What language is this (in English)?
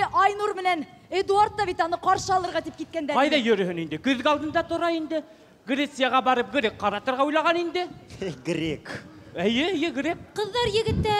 Bashkir